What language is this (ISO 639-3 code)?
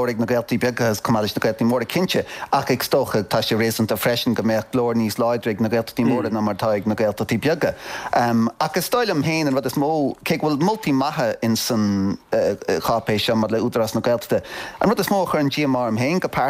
gle